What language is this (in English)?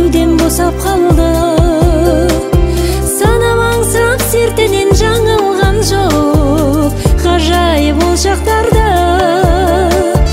Kazakh